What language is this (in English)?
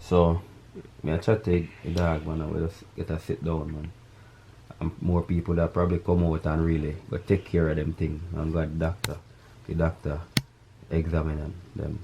Jamaican Creole English